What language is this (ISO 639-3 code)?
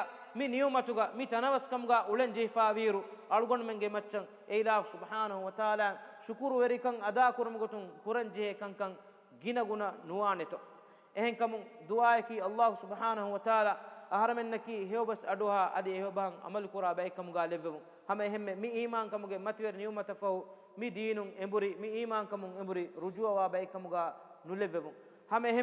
div